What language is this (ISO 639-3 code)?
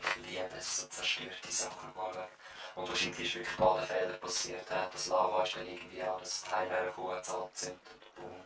gsw